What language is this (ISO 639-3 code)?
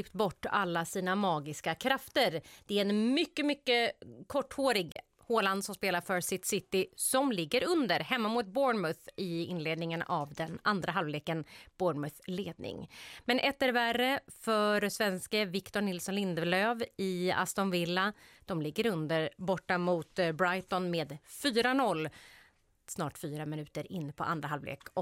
swe